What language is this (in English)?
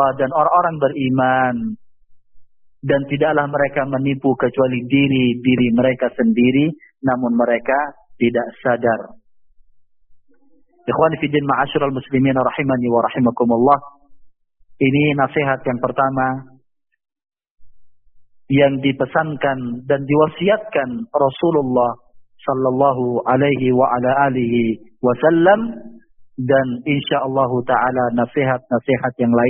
Indonesian